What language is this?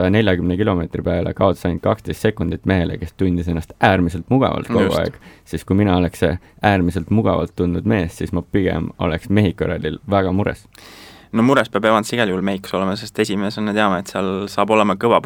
Estonian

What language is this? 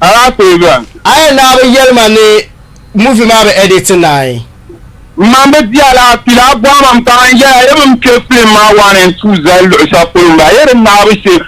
Dagbani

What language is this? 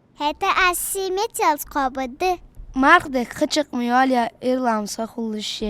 Ingush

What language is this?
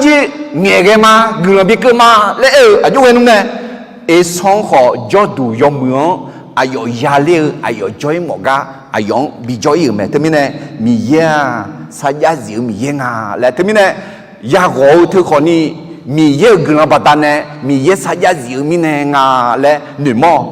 Akha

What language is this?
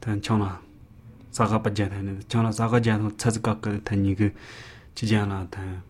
Latvian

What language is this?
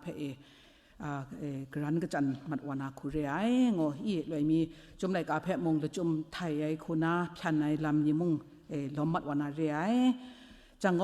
Kachin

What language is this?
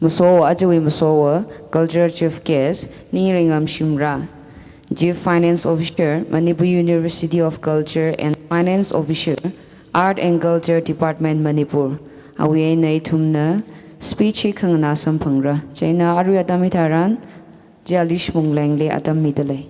Tangkhul Naga (India)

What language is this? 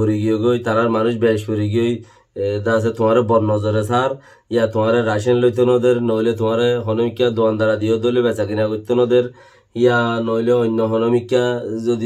Rohingya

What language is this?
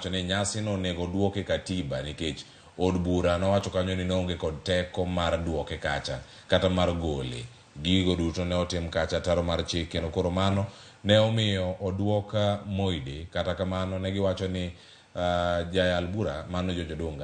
Luo (Kenya and Tanzania)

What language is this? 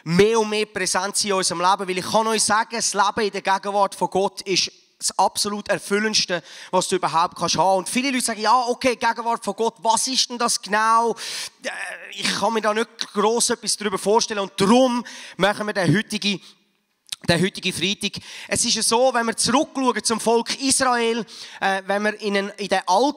Swiss German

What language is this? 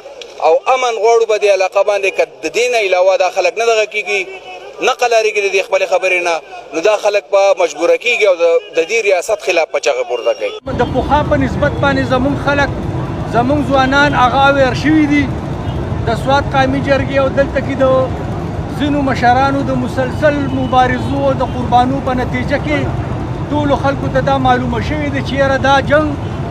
Pashto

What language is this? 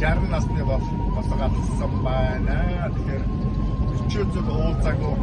Mongolian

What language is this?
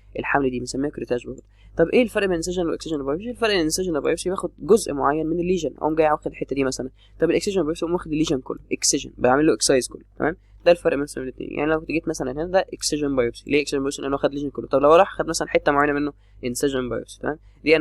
Egyptian Arabic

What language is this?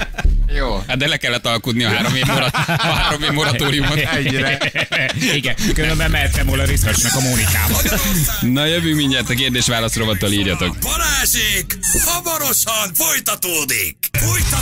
Hungarian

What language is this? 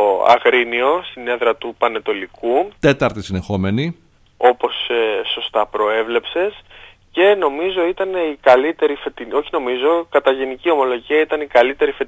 Greek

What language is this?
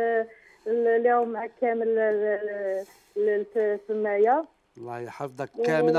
Algerian Arabic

